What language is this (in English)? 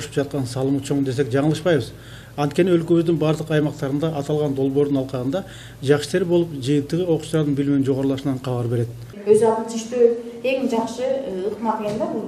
Kyrgyz